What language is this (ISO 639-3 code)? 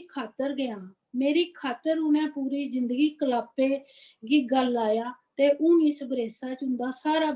doi